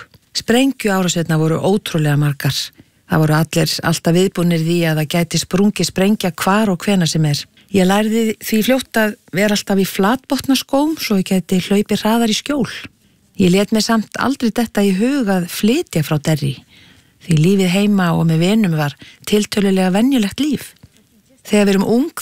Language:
Icelandic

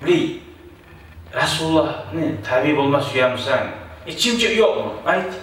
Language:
Kumyk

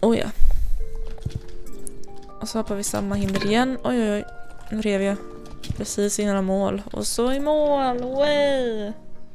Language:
Swedish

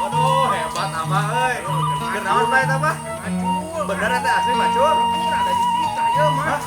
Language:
Sundanese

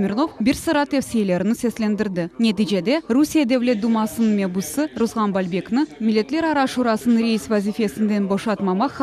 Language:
Crimean Tatar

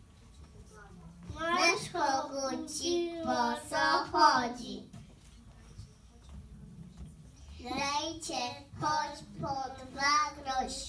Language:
Polish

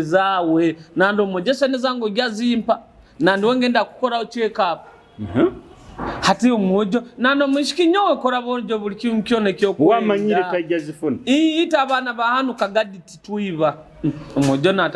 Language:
Nyoro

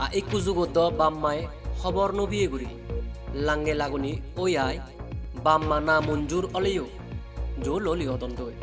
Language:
Chakma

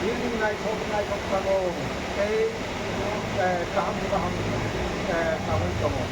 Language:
Kok Borok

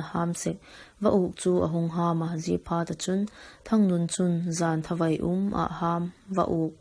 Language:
Vaiphei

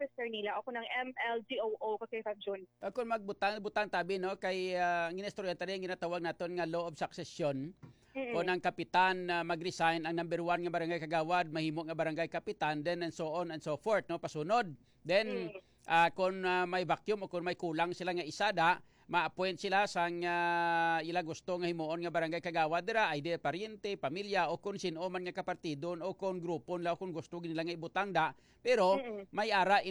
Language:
Hiligaynon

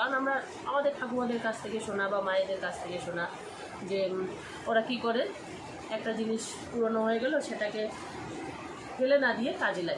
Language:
Bangla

